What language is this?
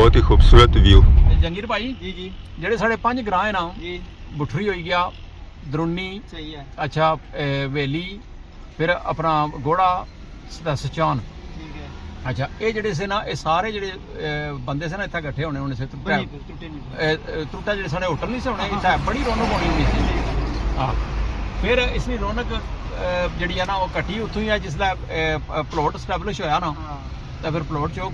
Pahari-Potwari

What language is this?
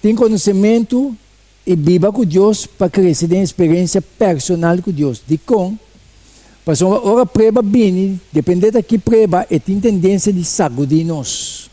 Papiamento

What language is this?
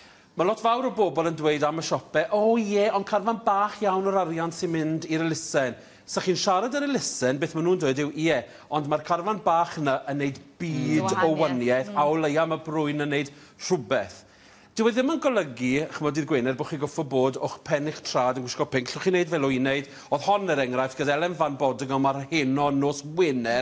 Welsh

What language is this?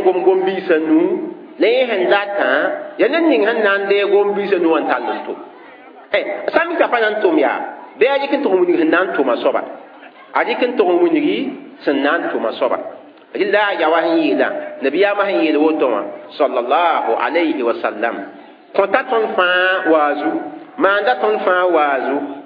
Mossi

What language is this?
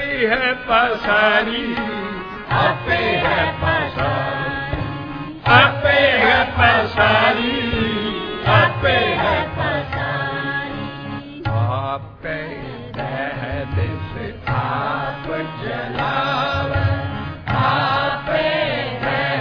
Punjabi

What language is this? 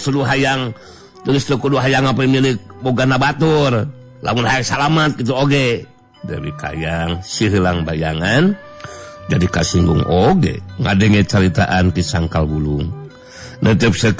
Sundanese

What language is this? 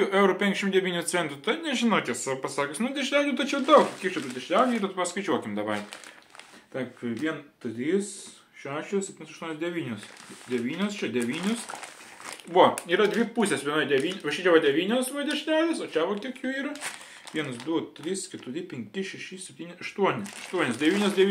Lithuanian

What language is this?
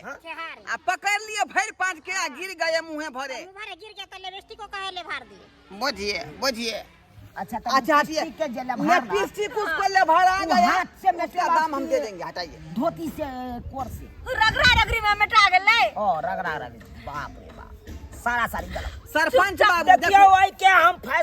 Maithili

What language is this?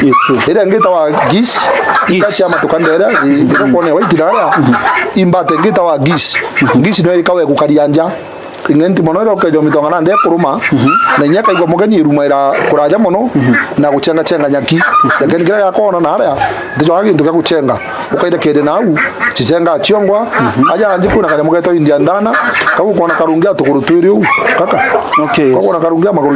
Meru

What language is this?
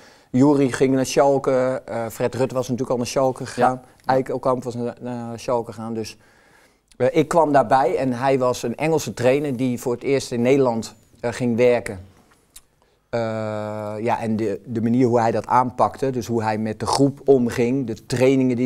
Dutch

